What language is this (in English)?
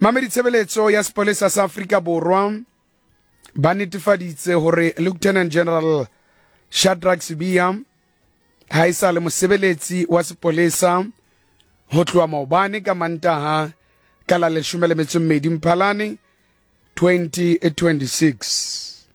Southern Sotho